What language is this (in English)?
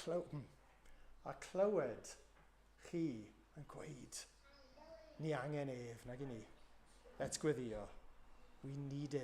Welsh